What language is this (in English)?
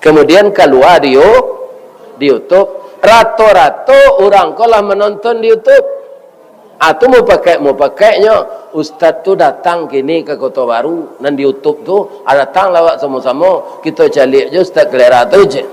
Minangkabau